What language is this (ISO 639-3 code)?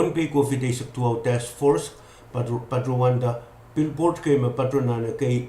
pon